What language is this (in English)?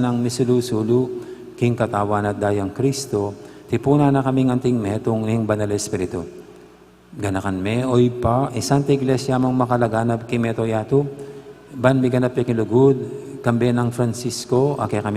Pampanga